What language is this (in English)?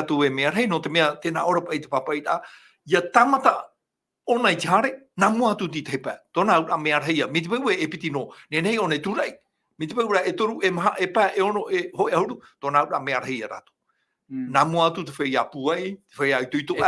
Tahitian